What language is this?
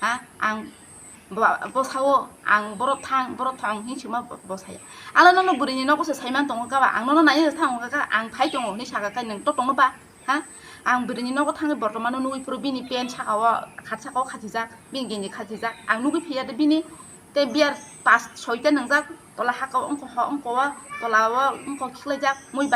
Kok Borok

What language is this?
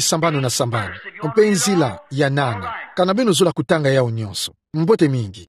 Kituba (Democratic Republic of Congo)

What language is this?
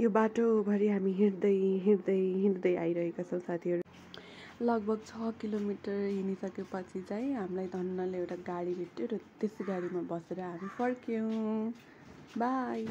Nepali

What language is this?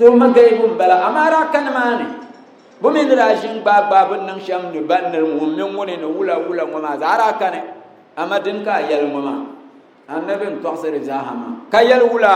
Dagbani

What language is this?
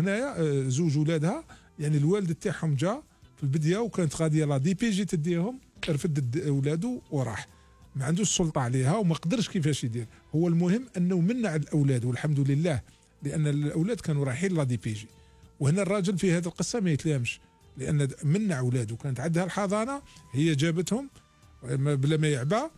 Algerian Arabic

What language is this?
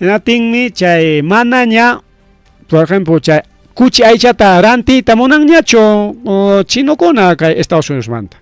Ayacucho Quechua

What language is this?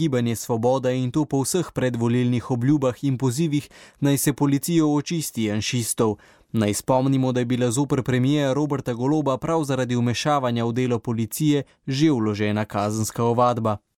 Slovenian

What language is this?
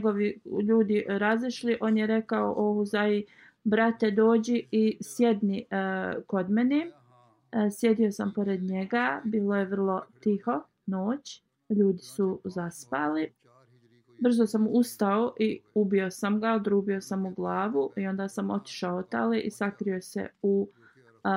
Bosnian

